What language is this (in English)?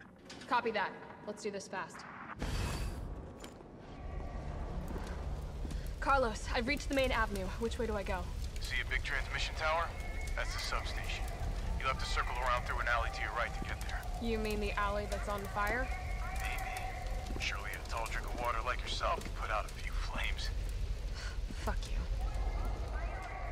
English